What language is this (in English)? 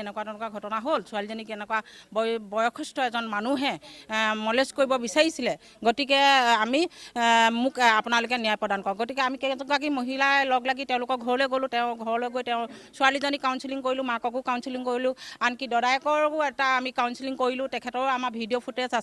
Assamese